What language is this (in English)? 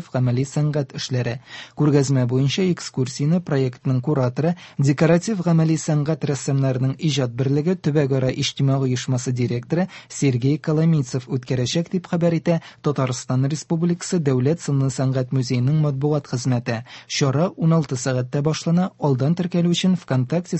Tatar